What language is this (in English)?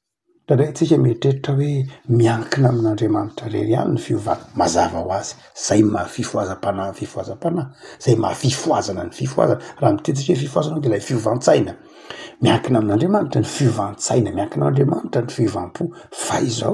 Malagasy